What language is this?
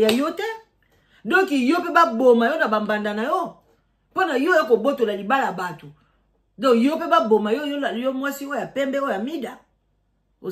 Lingala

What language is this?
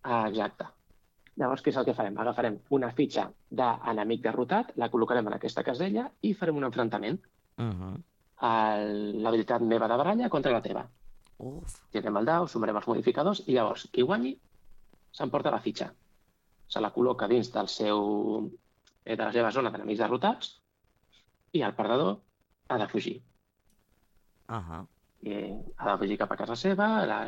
Catalan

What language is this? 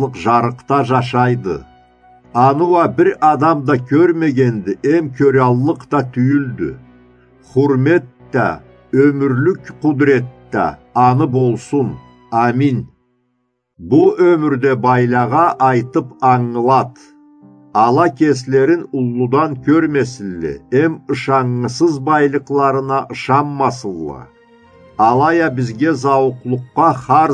Karachay-Balkar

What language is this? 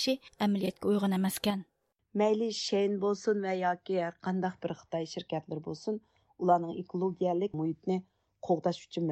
Uyghur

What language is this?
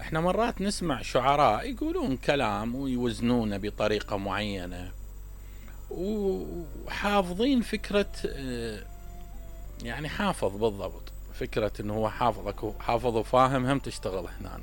Mesopotamian Arabic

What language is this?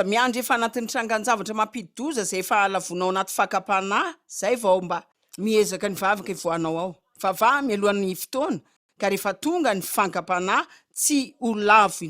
Malagasy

